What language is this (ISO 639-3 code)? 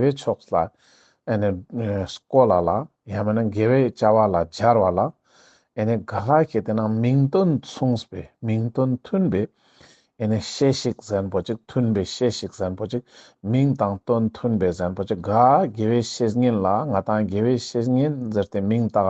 lbj